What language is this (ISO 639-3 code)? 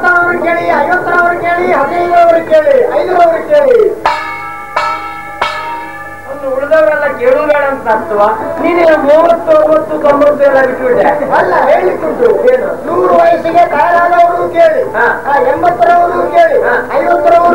kan